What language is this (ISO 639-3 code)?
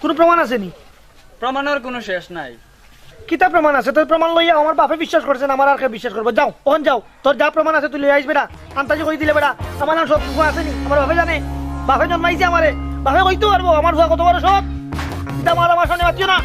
syl